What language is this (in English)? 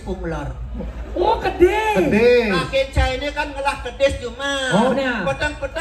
Balinese